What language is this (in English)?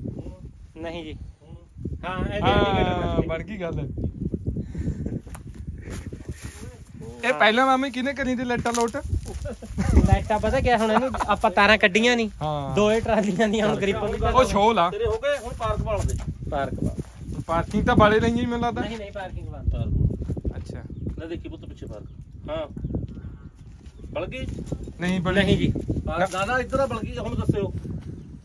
Punjabi